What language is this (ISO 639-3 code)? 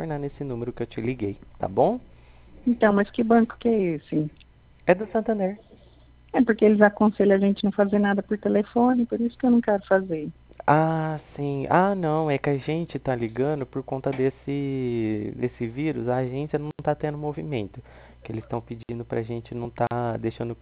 por